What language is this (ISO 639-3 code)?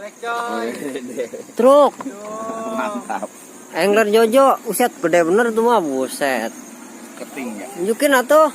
bew